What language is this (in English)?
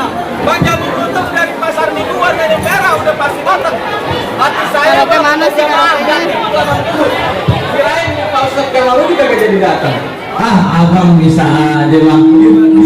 Betawi